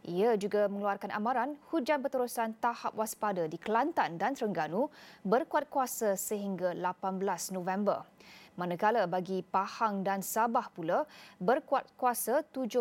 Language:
Malay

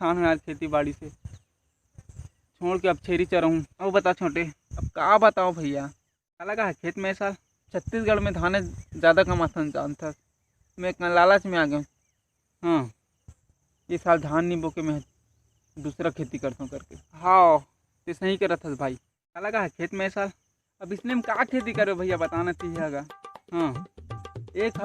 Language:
Chhattisgarhi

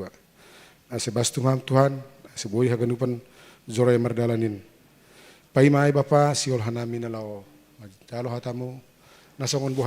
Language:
Batak Simalungun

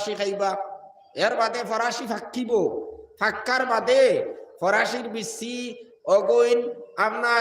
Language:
Sylheti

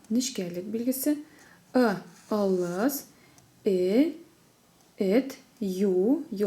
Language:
Tatar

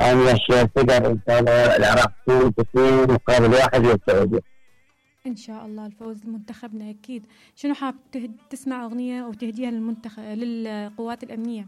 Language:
Mesopotamian Arabic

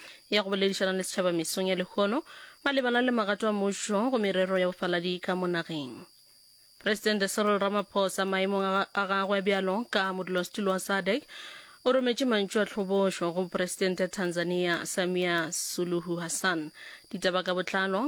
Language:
Northern Sotho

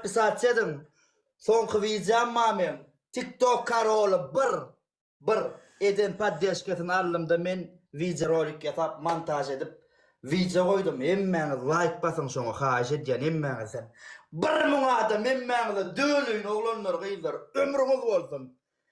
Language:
Turkmen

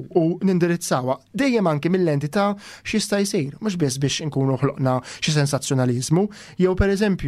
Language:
Maltese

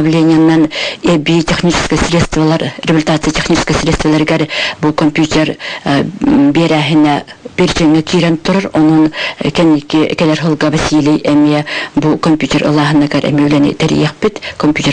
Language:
Yakut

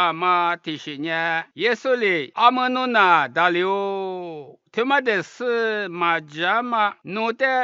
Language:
Lisu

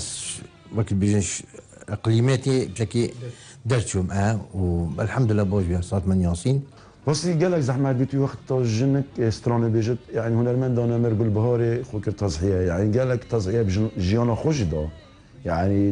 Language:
Kurdish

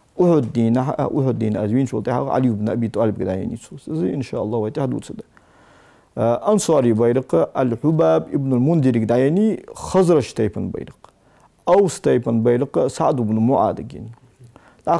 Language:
Ingush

